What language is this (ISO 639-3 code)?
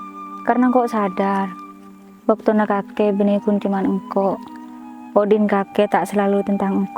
mad